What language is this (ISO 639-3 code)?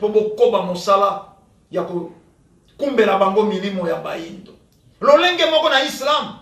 lin